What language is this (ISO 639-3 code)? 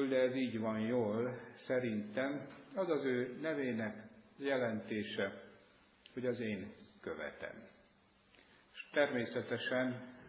hun